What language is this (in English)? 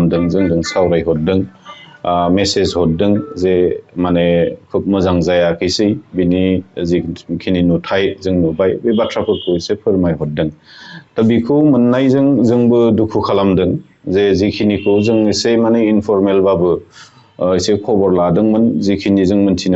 Bodo